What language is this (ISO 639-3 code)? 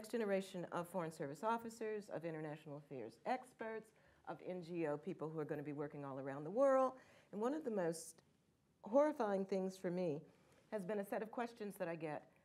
eng